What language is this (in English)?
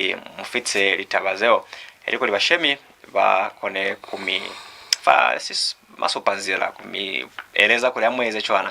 Lozi